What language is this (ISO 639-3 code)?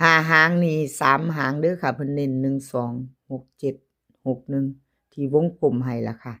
lao